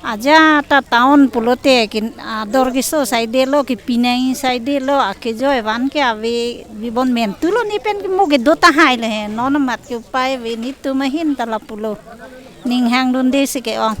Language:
Karbi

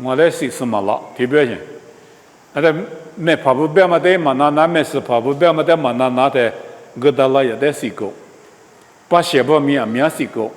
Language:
Lisu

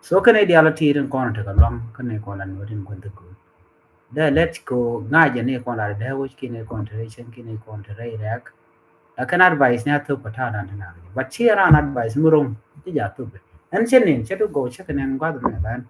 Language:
Nuer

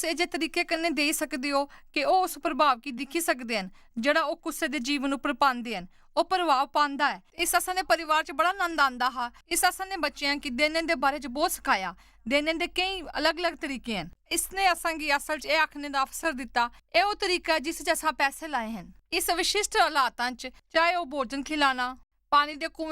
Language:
Dogri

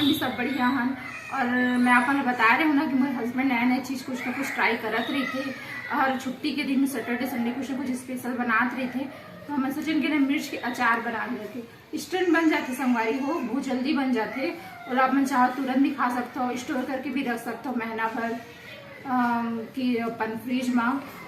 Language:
Chhattisgarhi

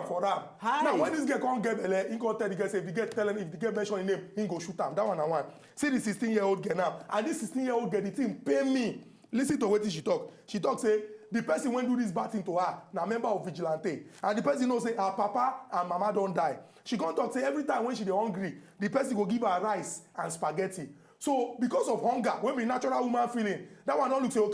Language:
Nigerian Pidgin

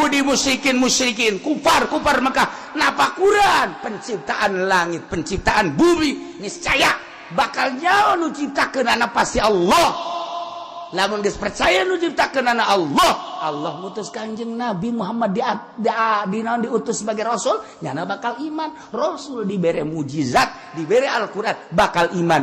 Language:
Sundanese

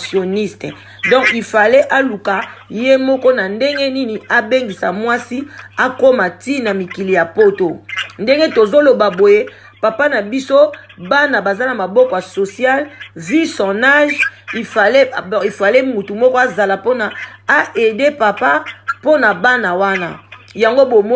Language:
Lingala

